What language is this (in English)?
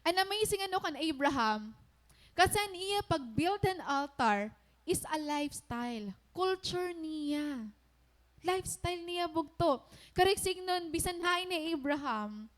Waray